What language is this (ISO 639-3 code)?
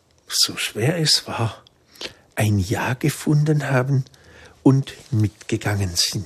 deu